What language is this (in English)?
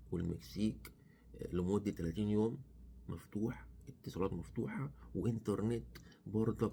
Egyptian Arabic